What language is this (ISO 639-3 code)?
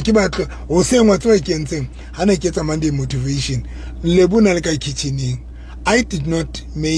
sot